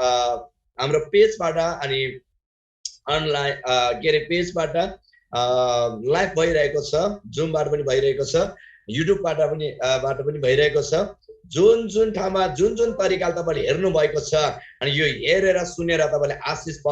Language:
Eastern Tamang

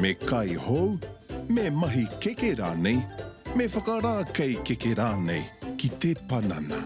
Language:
Māori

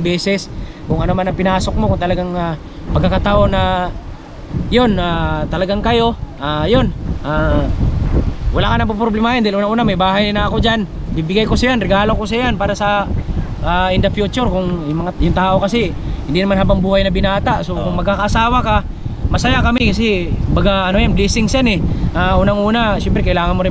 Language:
Filipino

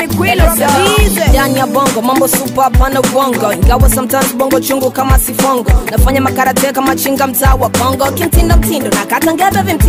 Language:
Swahili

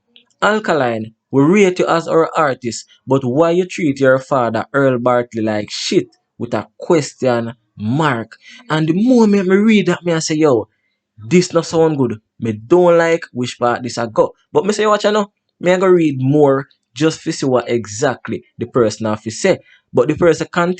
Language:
Jamaican Creole English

